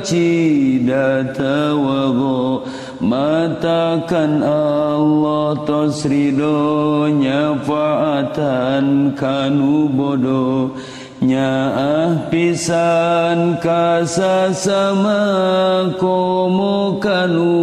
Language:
Sundanese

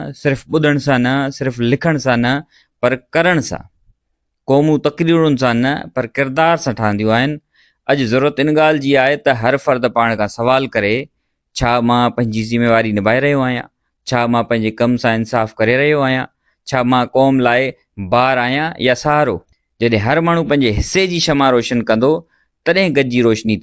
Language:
Sindhi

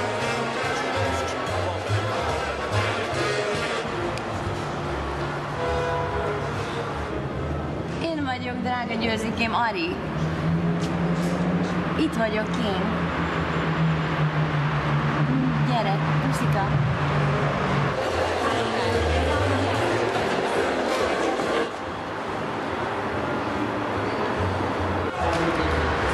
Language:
Hungarian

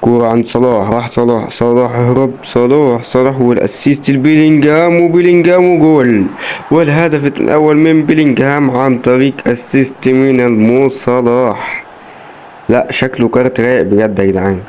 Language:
Egyptian Arabic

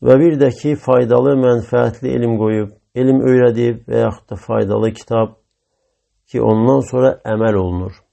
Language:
Azerbaijani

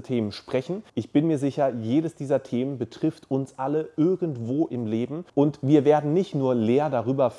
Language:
German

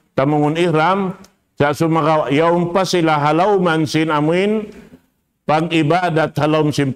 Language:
Tausug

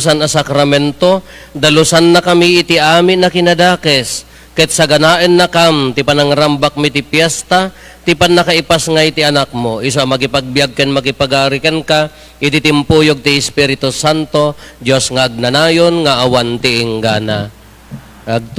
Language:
Iloko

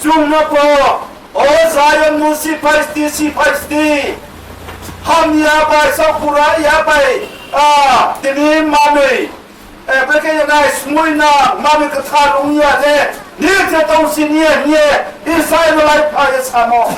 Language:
Riang (India)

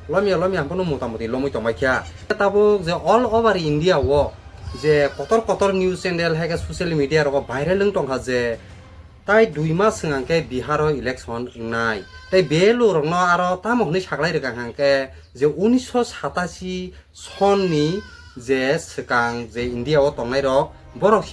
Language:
Kok Borok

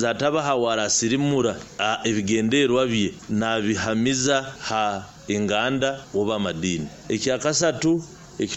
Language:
Nyoro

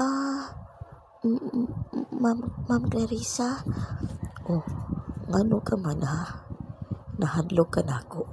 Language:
Cebuano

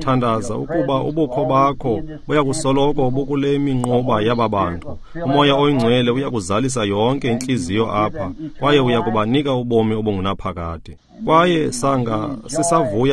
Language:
Xhosa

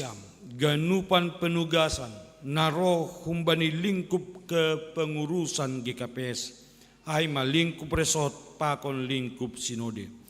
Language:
Batak Simalungun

